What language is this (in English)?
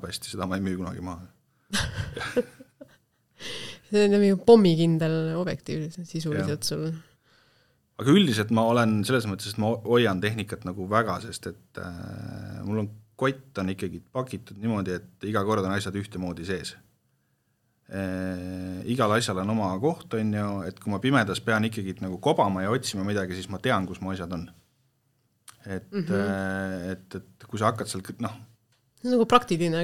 Estonian